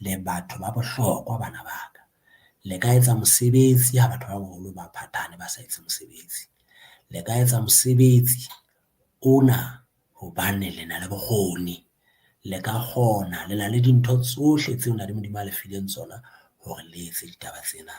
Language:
Southern Sotho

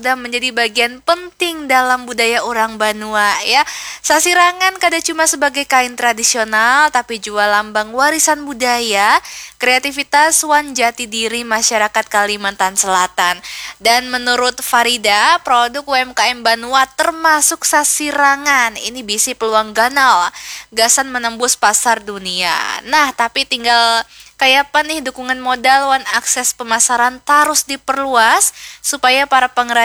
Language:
Banjar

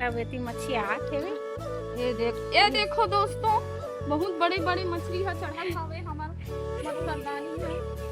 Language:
Chhattisgarhi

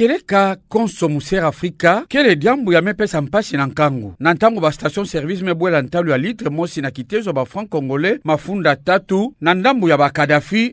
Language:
Kituba (Democratic Republic of Congo)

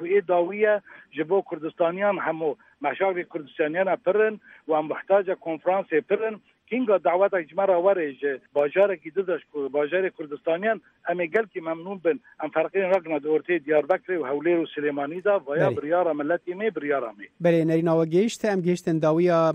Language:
Kurdish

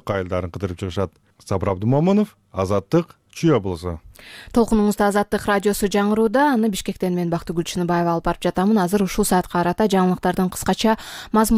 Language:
Kyrgyz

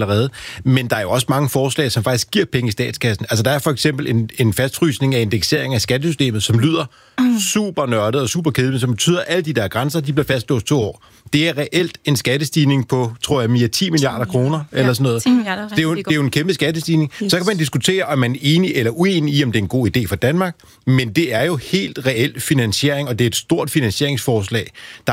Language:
Danish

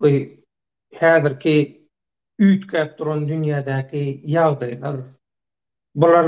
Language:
Turkmen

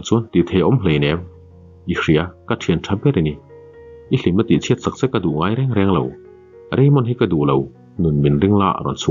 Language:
Mizo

